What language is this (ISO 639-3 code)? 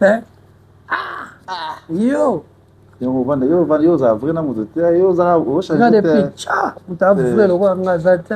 lin